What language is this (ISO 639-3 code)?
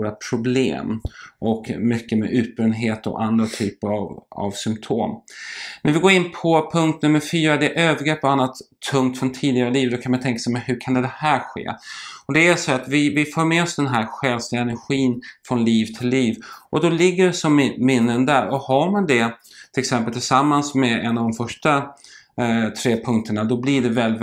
swe